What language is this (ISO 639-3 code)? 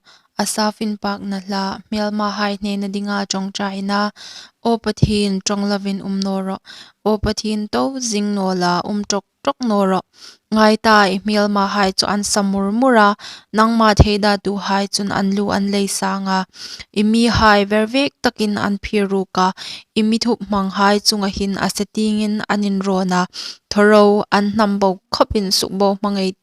hmr